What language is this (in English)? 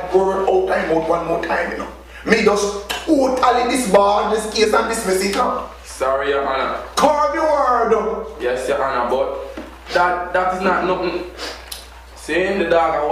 Jamaican Creole English